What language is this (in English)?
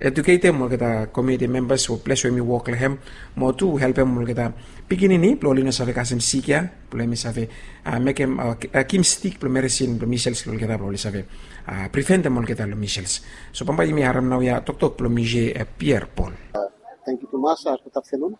Bislama